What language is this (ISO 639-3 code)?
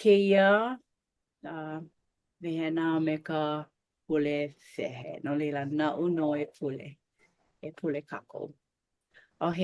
haw